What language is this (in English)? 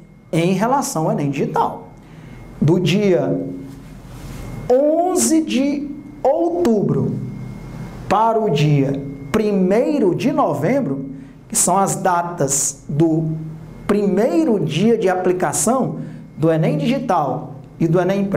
Portuguese